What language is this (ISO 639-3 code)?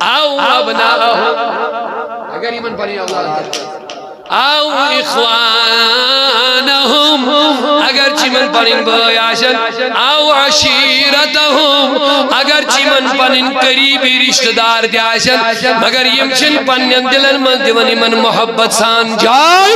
kas